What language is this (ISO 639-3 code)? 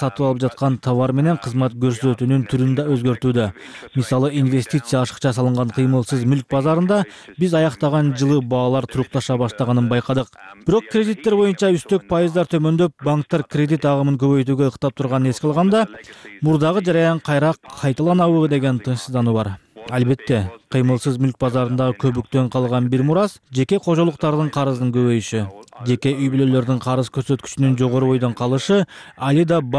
kir